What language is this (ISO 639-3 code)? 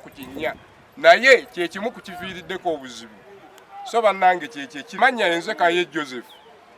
lug